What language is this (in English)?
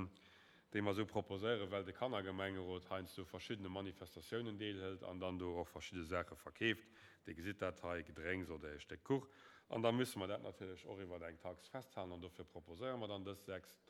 Luxembourgish